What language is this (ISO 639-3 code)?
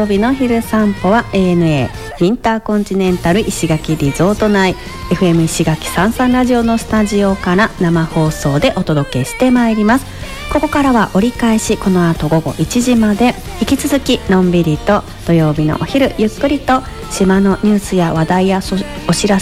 jpn